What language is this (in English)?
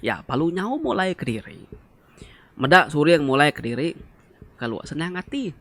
Iban